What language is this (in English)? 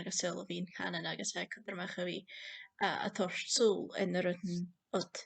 Scottish Gaelic